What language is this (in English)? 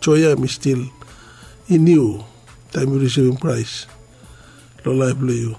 Bislama